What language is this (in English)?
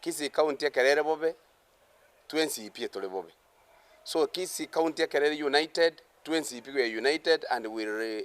Gusii